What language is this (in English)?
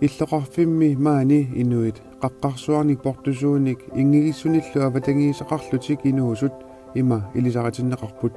Kalaallisut